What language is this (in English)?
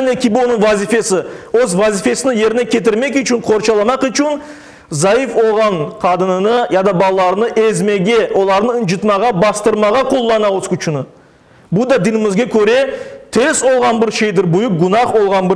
Crimean Tatar